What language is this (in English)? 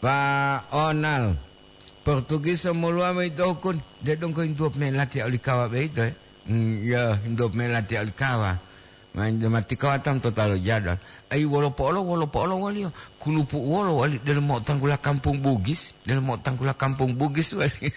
Gorontalo